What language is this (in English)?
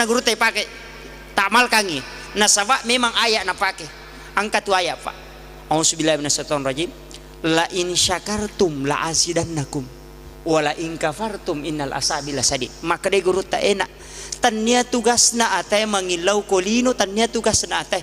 Buginese